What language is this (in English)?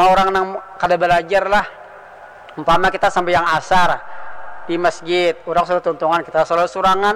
Banjar